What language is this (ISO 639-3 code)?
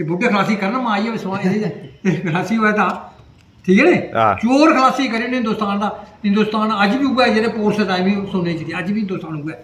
doi